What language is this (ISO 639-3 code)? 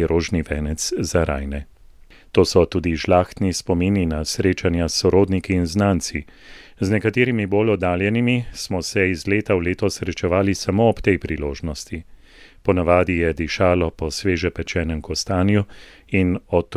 slv